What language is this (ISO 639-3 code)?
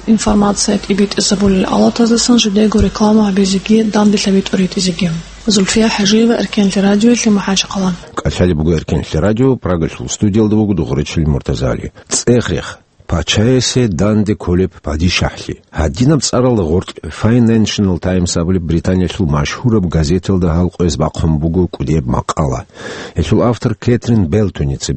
ava